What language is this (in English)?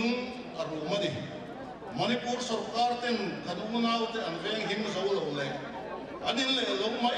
Mizo